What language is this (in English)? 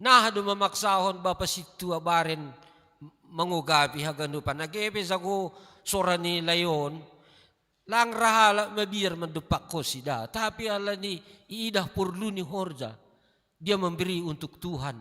Batak Simalungun